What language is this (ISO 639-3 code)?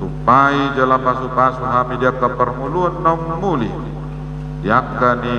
bbc